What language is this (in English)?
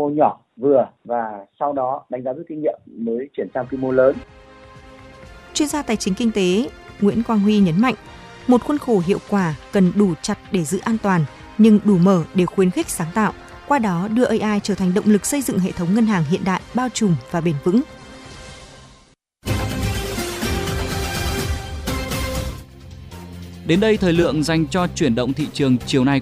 Vietnamese